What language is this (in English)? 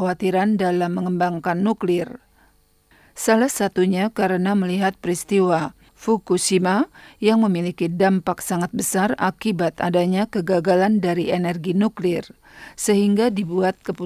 Indonesian